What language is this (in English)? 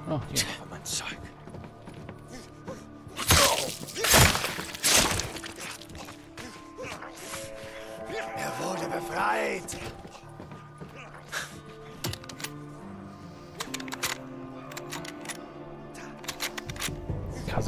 German